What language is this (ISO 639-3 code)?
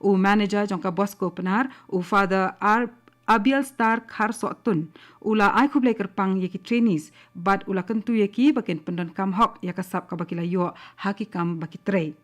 kha